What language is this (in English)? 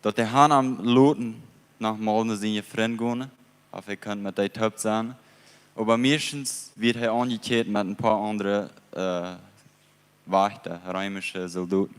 Plautdietsch